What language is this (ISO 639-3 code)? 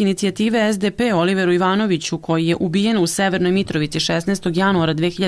srp